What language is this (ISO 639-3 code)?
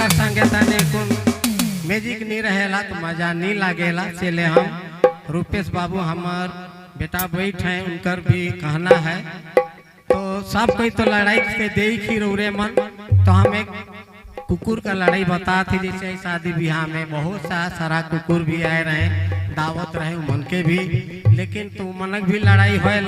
sck